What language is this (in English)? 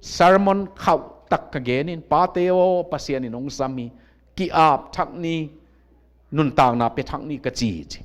Tedim Chin